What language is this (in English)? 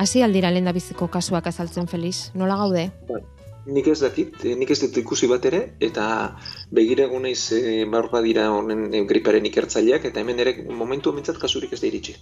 Basque